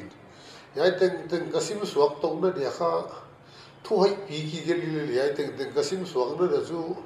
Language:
Paite Chin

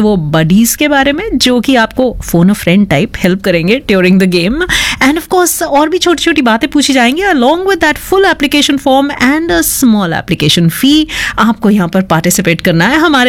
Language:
Hindi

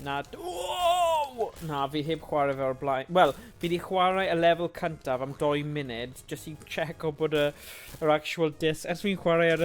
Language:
Welsh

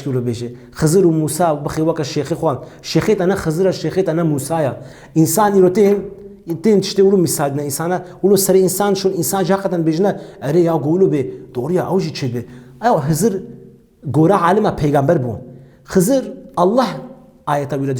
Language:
Kurdish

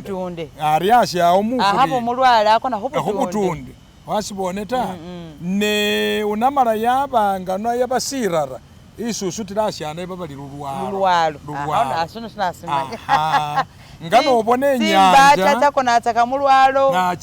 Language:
Masaaba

